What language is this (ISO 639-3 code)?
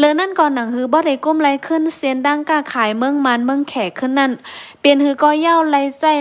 shn